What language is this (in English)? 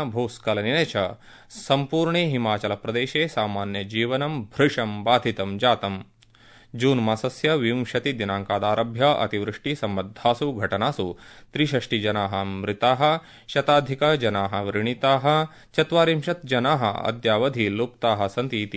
Sanskrit